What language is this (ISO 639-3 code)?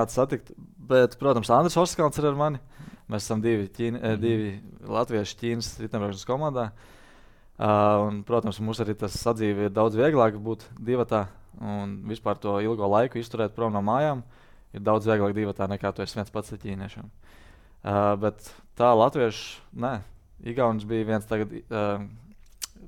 lav